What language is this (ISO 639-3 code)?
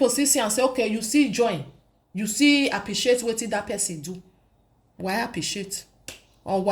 pcm